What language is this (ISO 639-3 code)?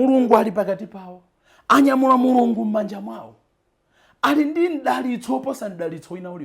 nya